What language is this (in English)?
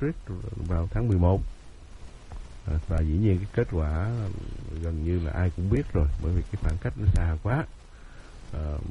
Vietnamese